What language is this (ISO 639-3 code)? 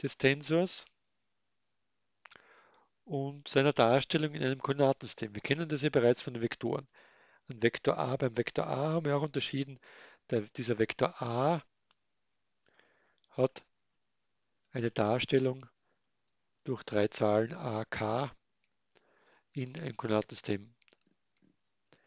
deu